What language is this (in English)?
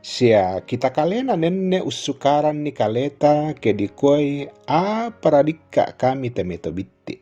Toraja-Sa'dan